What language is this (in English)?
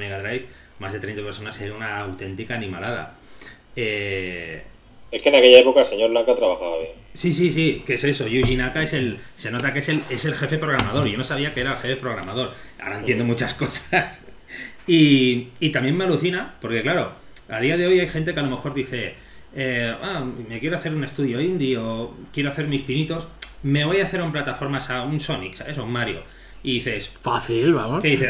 Spanish